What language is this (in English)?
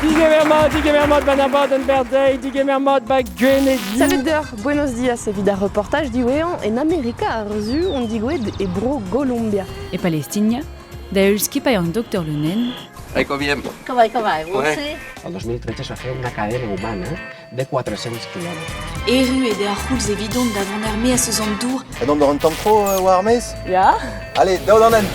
Breton